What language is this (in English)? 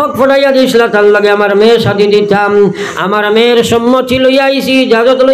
Sylheti